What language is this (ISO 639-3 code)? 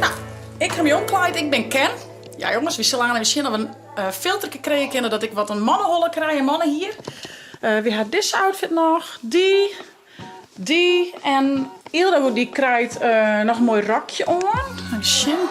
fry